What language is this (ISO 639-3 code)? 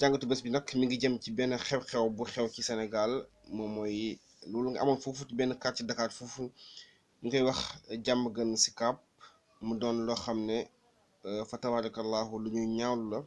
wol